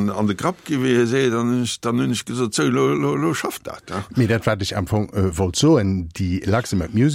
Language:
Luxembourgish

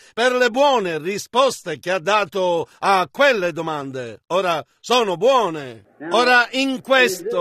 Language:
Italian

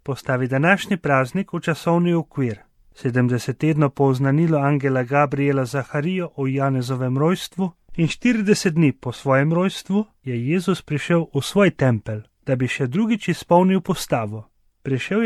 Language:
Slovenian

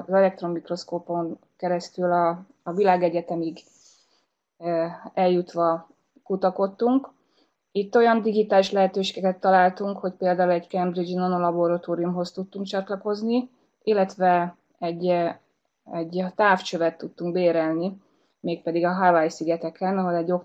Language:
Hungarian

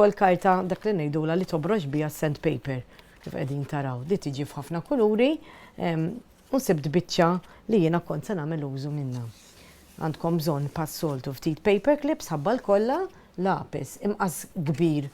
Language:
Maltese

